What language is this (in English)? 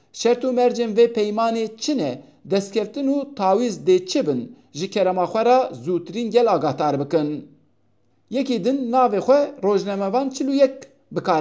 Kurdish